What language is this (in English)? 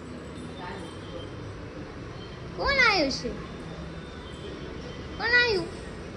Gujarati